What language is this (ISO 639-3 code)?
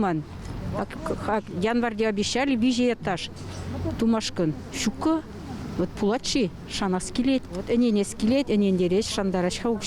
chv